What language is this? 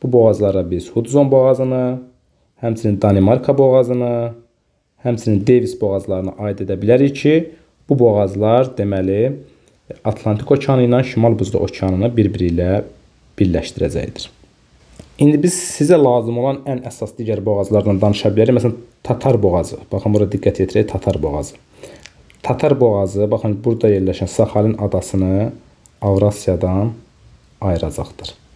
Azerbaijani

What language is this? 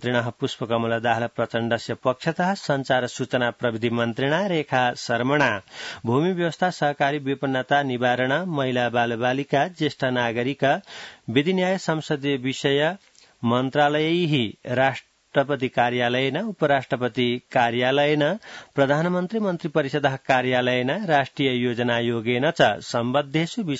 Sanskrit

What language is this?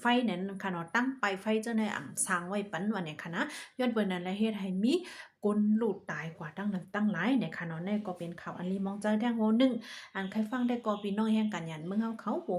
Shan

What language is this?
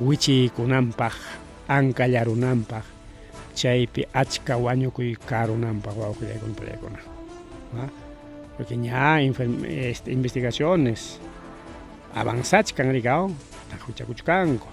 Ayacucho Quechua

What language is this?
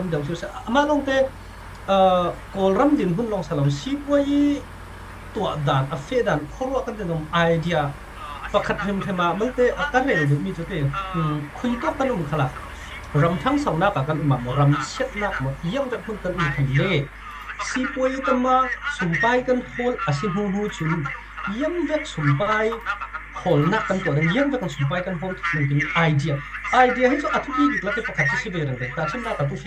Falam Chin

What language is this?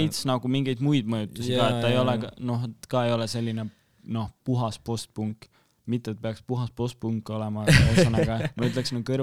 Estonian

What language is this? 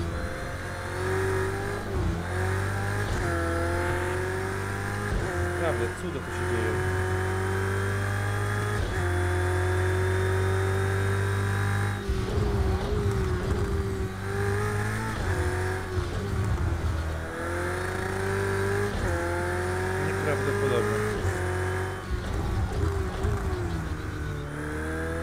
Polish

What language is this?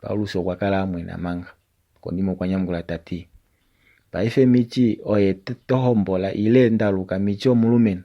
Kuanyama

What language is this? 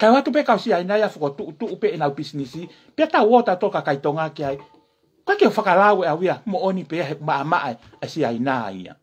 Tongan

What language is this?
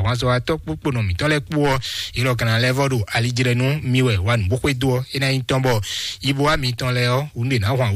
Fon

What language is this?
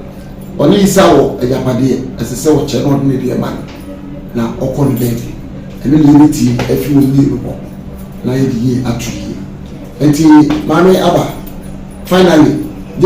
Akan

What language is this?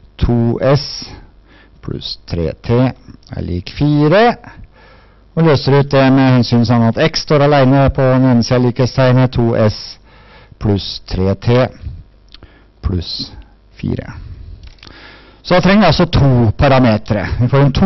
Norwegian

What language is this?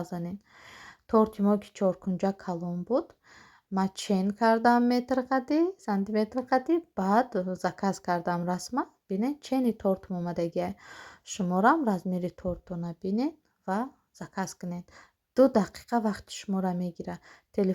Tajik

